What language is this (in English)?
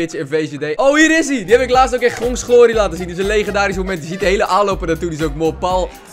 Dutch